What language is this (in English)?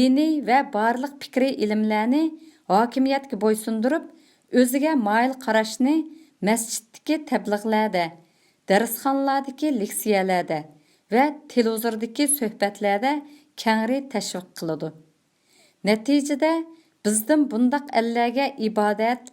Uyghur